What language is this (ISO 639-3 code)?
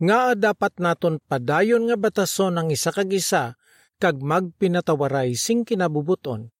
hil